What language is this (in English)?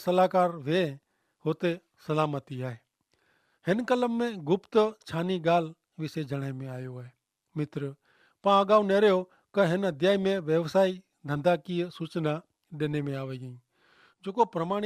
Kachhi